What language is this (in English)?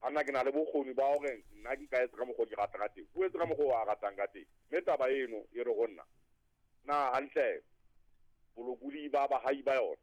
Southern Sotho